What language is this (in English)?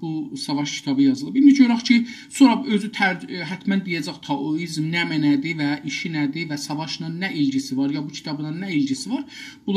South Azerbaijani